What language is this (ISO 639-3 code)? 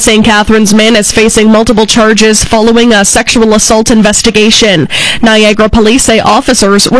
eng